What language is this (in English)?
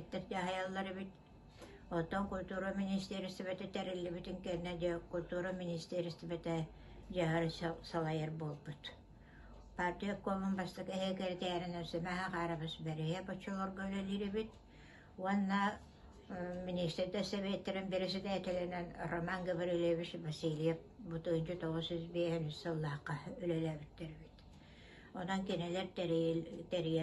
Yakut